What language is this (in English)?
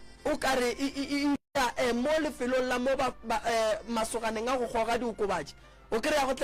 Northern Sotho